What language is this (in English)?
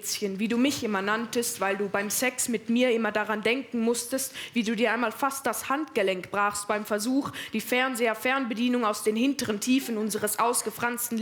Swiss German